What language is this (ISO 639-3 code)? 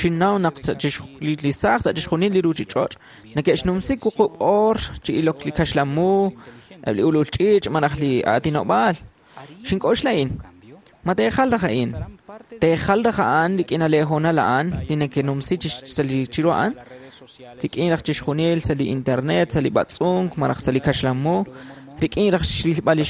kek